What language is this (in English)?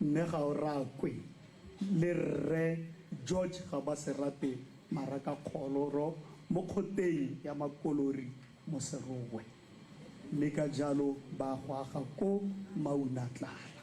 Tswana